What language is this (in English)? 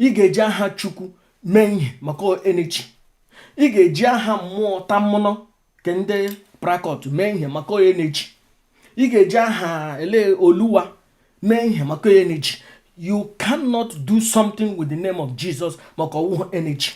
Igbo